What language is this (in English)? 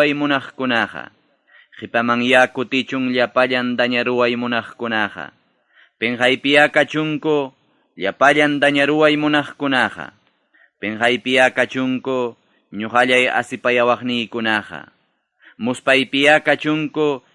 Ayacucho Quechua